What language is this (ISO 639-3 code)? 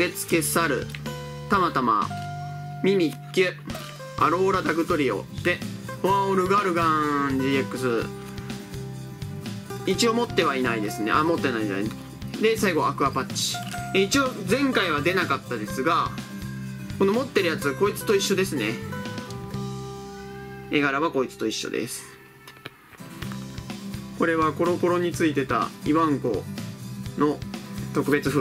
jpn